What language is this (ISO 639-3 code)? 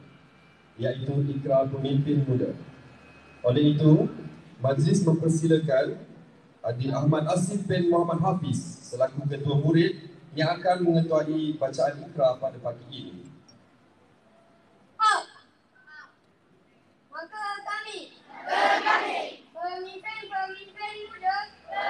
msa